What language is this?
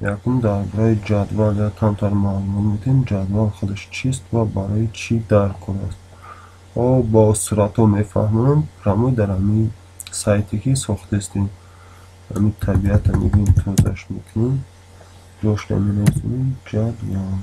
Tajik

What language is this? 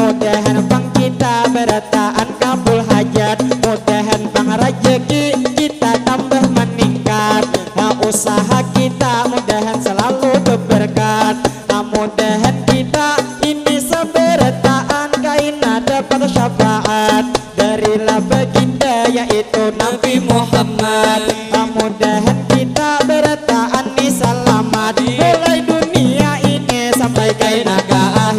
Banjar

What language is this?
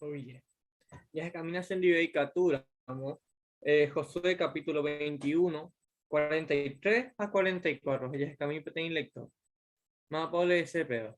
Guarani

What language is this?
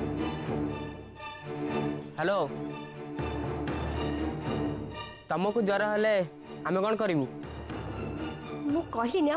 Odia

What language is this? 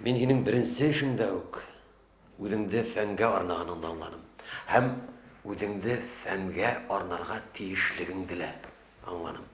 Bashkir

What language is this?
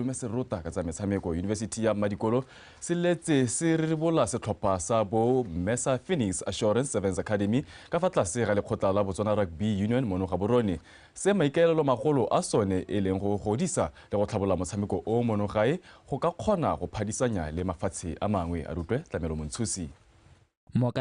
Tswana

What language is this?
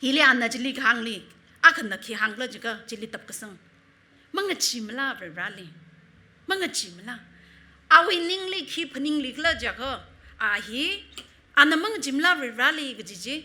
Tangkhul Naga (India)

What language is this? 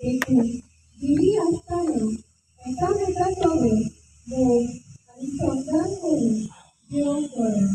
Konkani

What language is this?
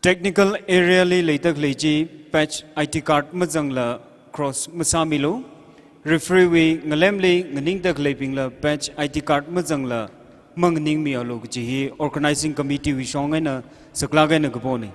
Tangkhul Naga (India)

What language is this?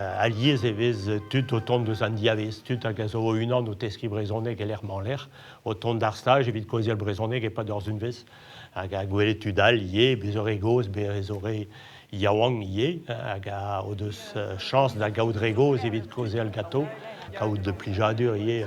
Breton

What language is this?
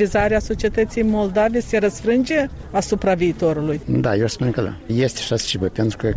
Romanian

